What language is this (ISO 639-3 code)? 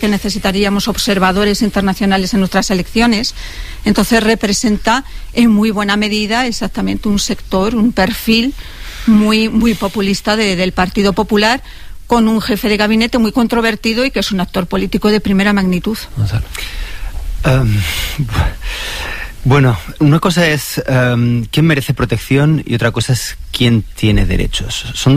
spa